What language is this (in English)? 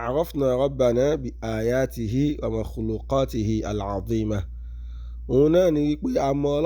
Yoruba